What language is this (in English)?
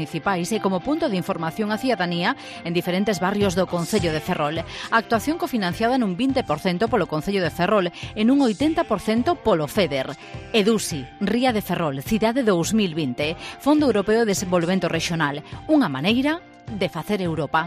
Galician